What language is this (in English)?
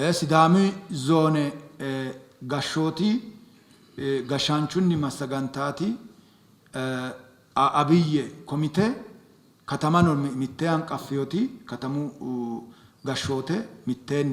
Sidamo